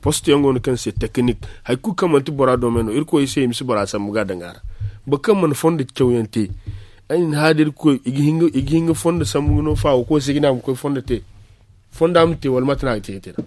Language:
Zarma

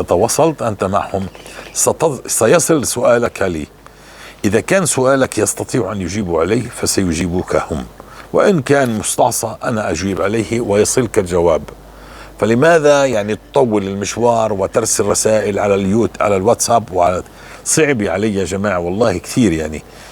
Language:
North Levantine Arabic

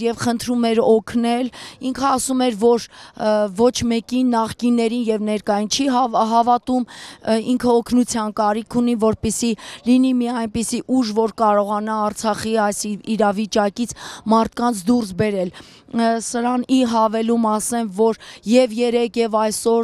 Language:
Armenian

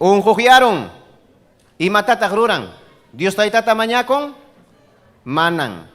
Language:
Ayacucho Quechua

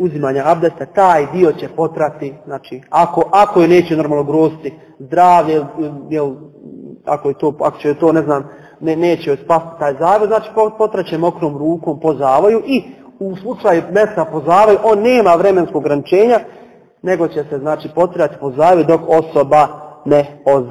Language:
Bosnian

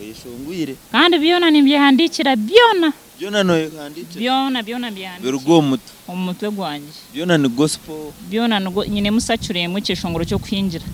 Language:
Nyankole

